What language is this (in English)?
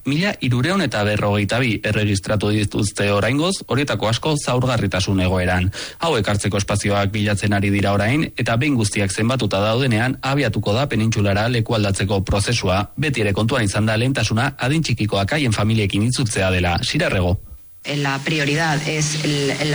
Basque